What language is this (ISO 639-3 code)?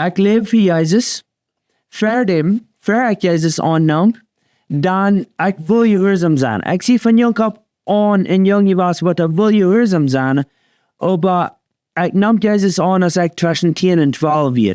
pdt